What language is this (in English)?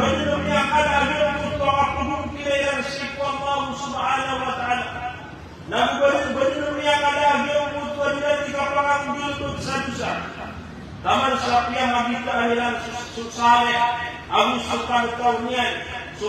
Maranao